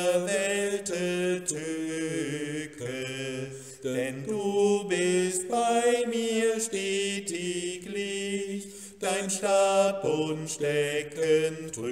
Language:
German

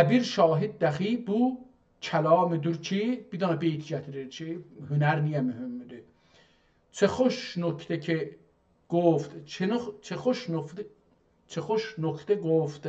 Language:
South Azerbaijani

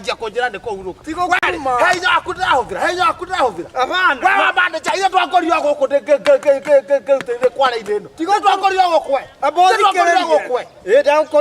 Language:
Kikuyu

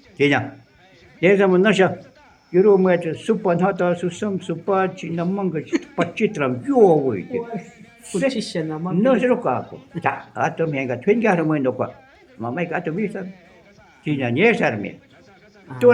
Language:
Shuar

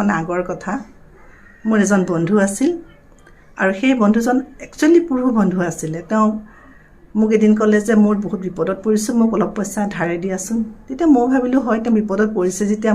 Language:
Assamese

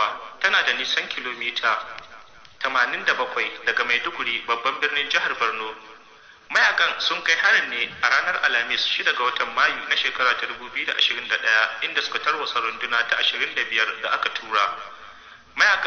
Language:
Hausa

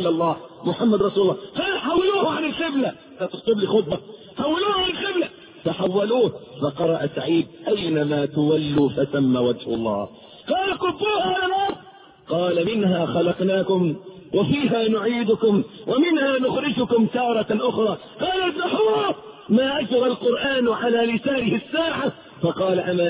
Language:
Arabic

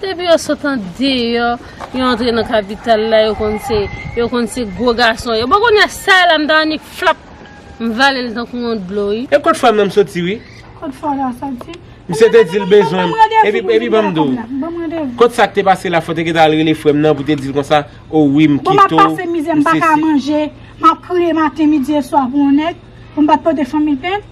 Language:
Haitian Creole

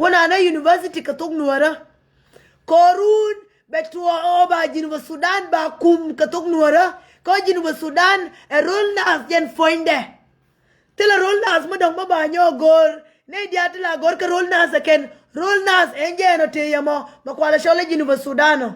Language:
Nuer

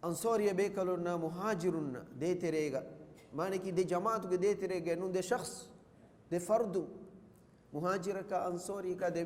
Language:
Divehi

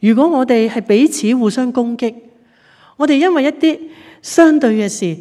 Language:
Cantonese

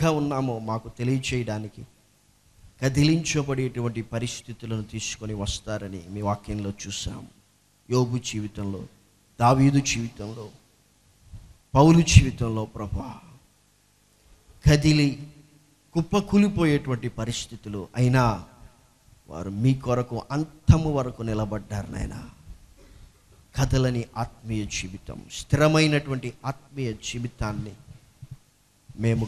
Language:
Telugu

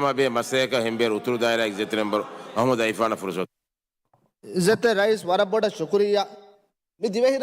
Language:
Divehi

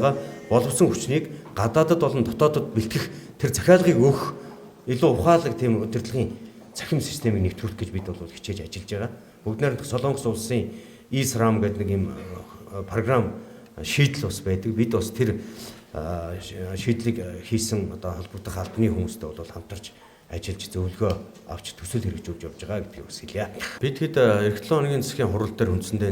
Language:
Mongolian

